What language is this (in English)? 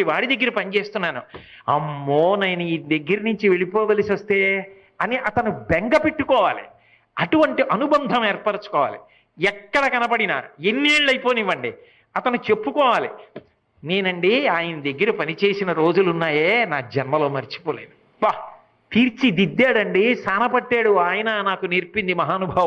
Telugu